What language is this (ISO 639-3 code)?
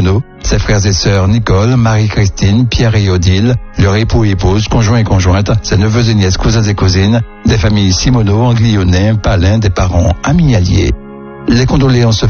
fra